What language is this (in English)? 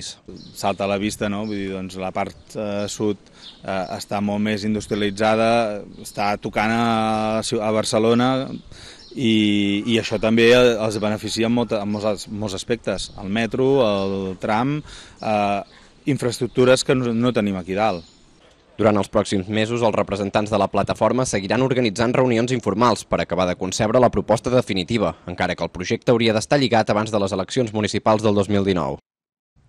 Catalan